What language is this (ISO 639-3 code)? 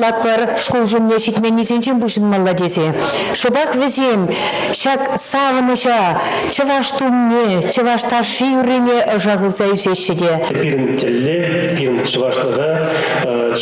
chv